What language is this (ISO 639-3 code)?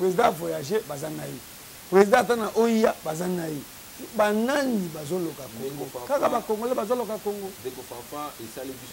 lin